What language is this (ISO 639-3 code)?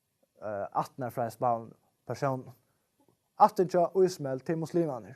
fao